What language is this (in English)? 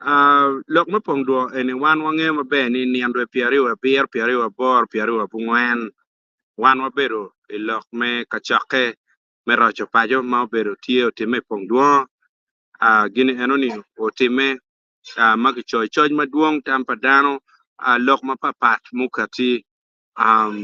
Acoli